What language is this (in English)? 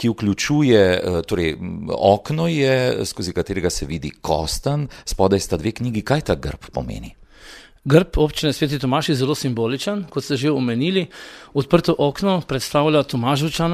Slovenian